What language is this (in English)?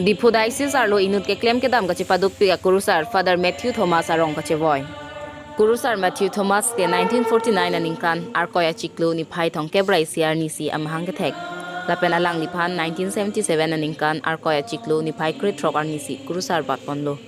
Karbi